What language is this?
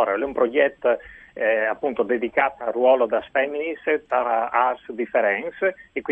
Friulian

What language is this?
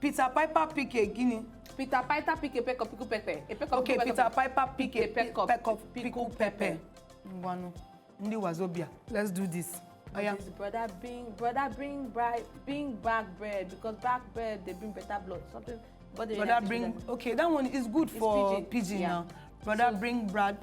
Nigerian Pidgin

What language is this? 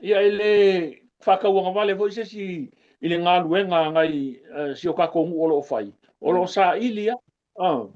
Samoan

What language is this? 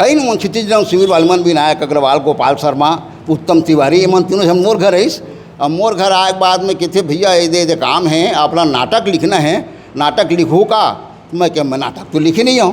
Chhattisgarhi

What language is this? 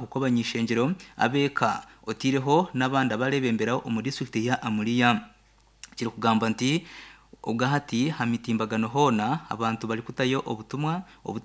Nyankole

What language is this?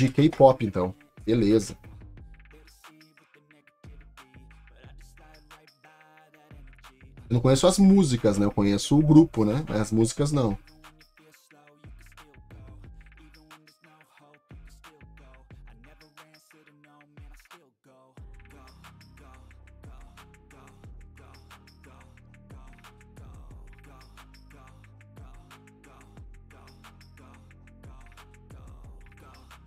Portuguese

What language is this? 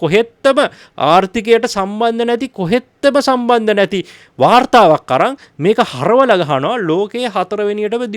Sinhala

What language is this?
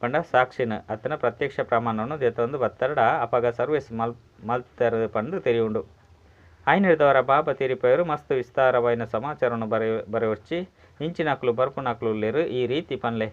Tulu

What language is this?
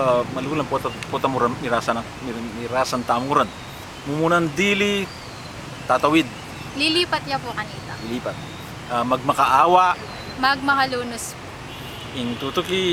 Pampanga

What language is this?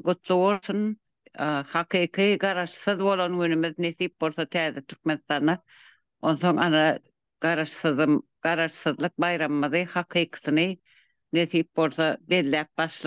Turkmen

